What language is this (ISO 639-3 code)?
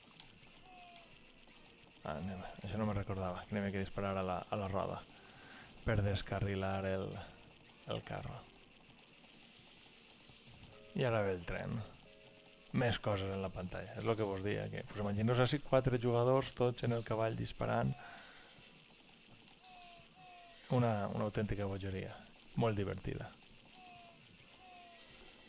cat